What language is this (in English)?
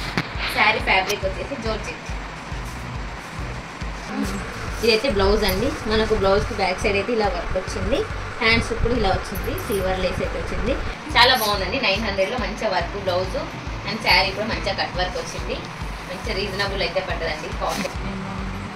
Telugu